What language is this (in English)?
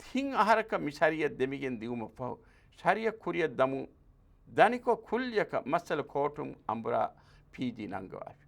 Divehi